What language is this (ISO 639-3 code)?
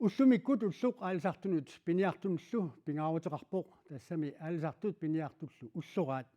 kal